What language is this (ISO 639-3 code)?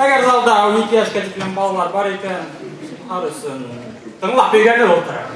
bak